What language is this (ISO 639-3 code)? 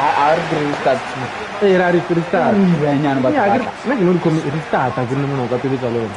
tsn